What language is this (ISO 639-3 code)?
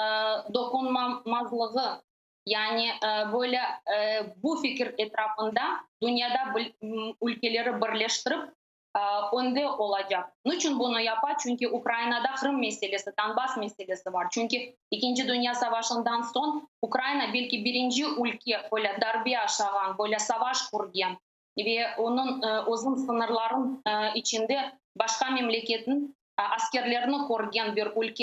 crh